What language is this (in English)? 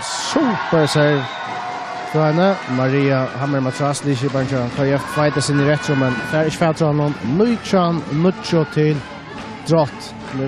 Faroese